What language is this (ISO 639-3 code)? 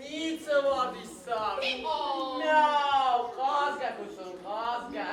oss